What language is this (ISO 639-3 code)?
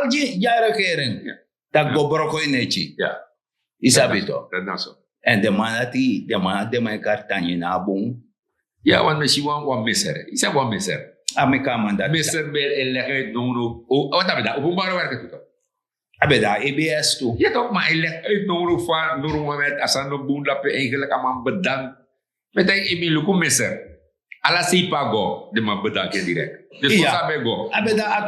srn